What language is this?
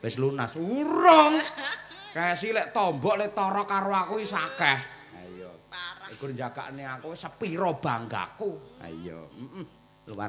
Javanese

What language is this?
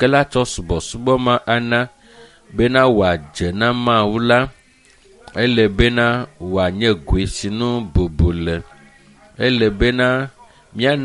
Ewe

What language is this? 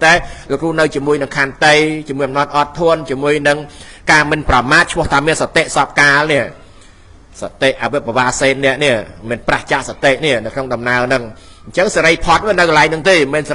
Khmer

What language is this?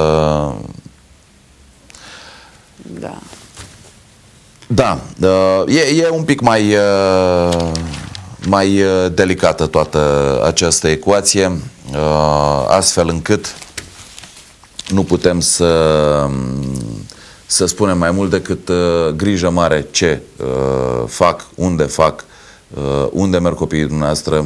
Romanian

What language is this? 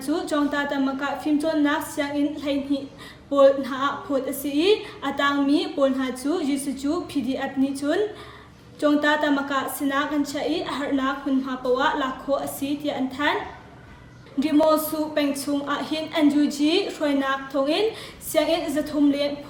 Hakha Chin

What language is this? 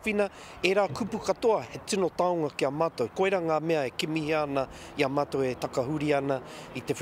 Māori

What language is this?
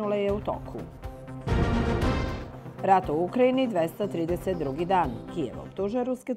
Serbian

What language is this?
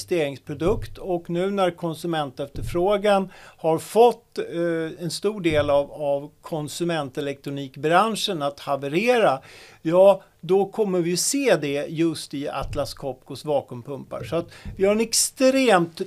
Swedish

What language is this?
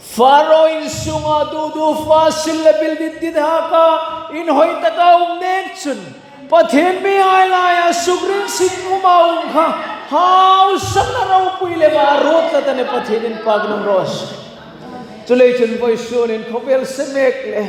Hmar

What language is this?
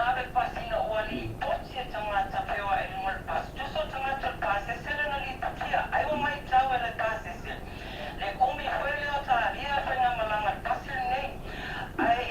Samoan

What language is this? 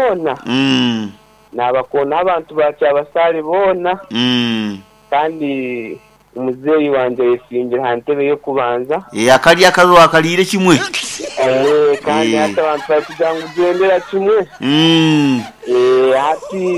Nyankole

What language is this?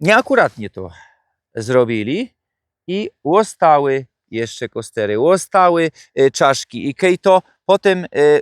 Silesian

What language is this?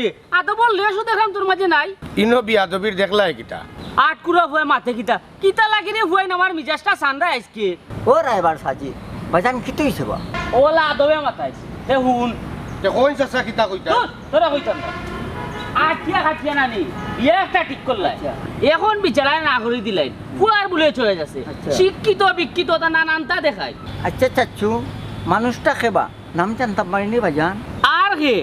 Sylheti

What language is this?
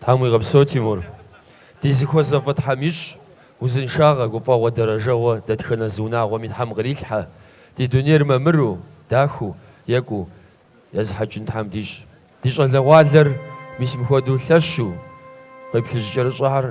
Kabardian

